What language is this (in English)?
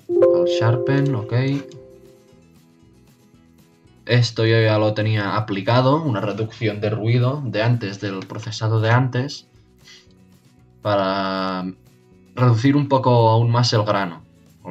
Spanish